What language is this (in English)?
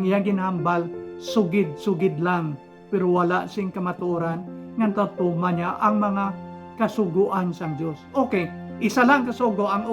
Hiligaynon